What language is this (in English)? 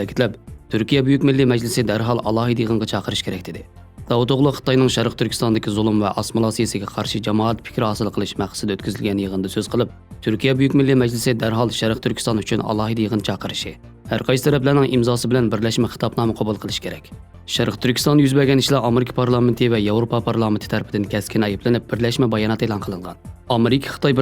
Uyghur